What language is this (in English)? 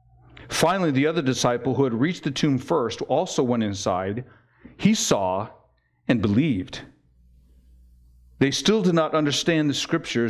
English